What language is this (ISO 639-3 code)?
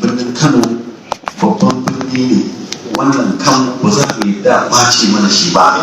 hau